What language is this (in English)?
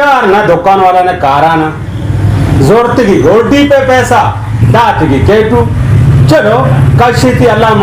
Baluchi